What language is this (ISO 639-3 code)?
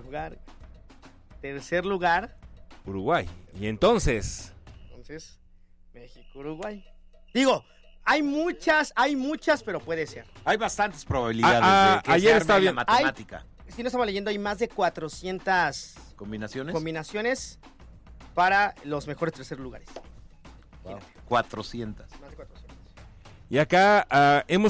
spa